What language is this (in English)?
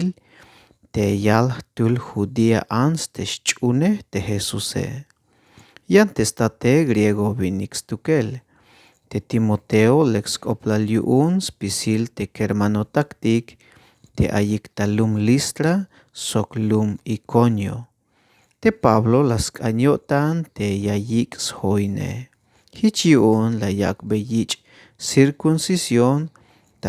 Tzeltal